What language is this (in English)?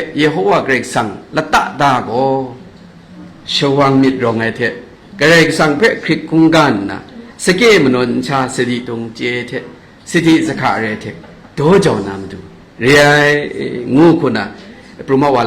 Kachin